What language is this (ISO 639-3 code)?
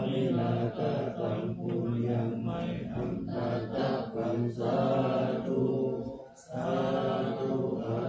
pli